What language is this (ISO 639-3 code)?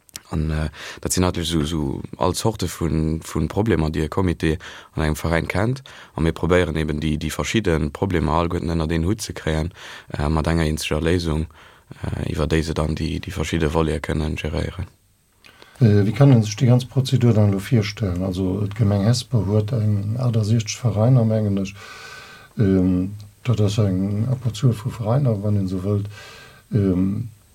ltz